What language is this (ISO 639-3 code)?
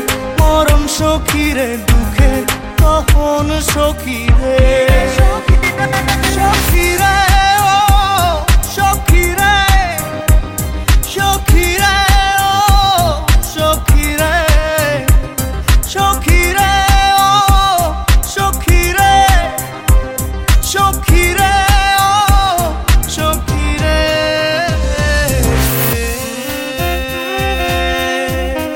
ben